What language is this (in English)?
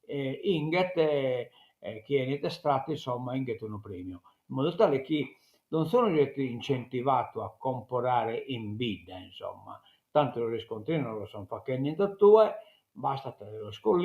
Sardinian